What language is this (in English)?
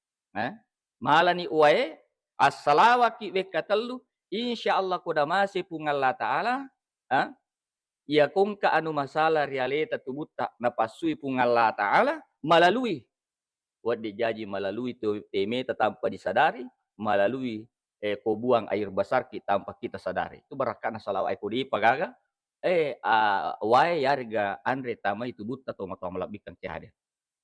Buginese